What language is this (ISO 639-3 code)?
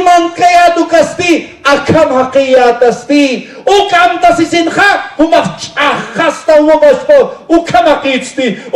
aym